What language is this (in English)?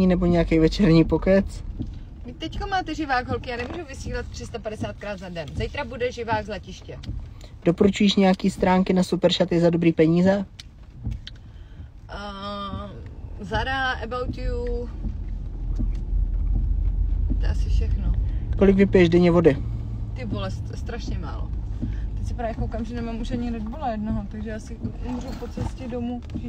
Czech